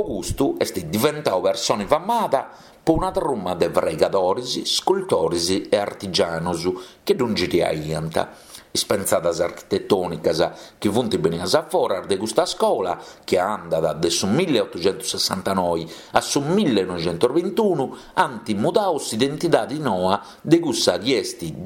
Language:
Sardinian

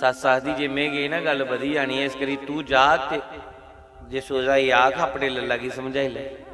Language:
Dogri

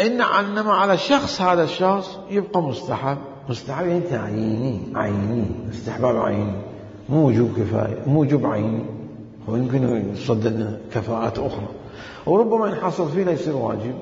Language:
Mesopotamian Arabic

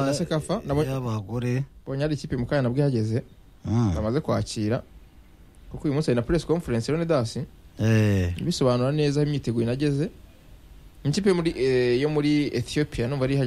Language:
Kinyarwanda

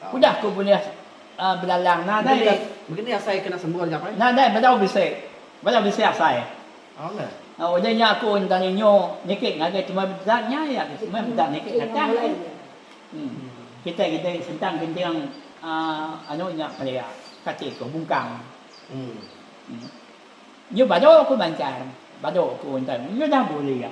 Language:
Iban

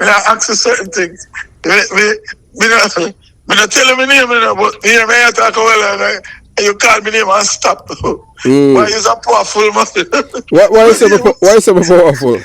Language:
Jamaican Creole English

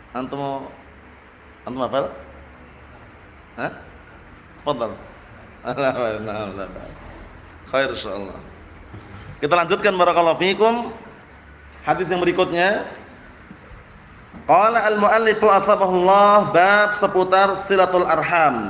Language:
Indonesian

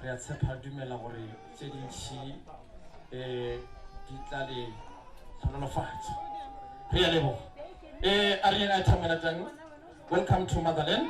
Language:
Northern Sotho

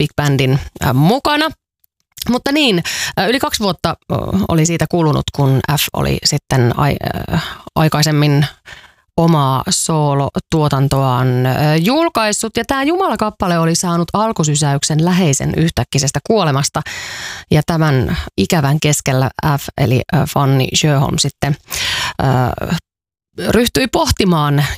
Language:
Finnish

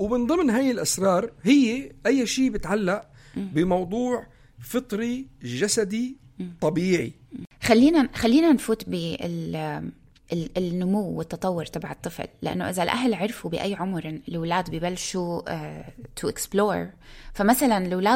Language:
North Levantine Arabic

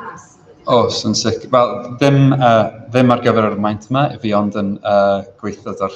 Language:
Welsh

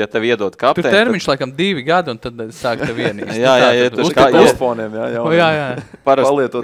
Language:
Latvian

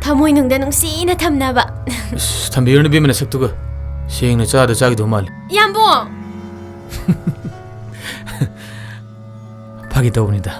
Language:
Manipuri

